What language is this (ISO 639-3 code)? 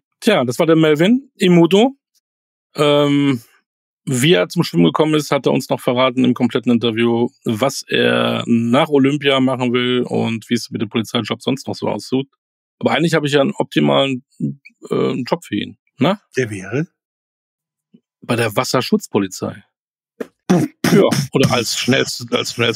deu